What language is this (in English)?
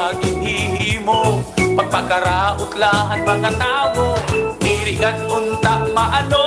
Waray